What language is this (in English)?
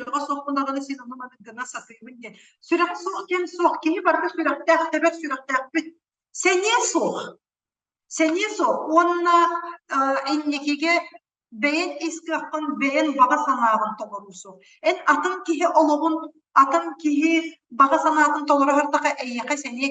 Yakut